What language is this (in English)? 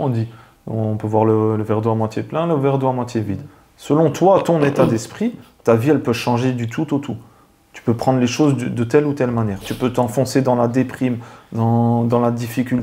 French